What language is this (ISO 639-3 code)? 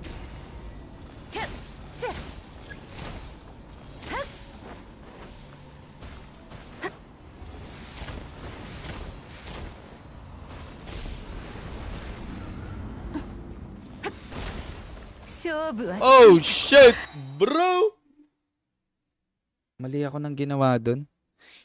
fil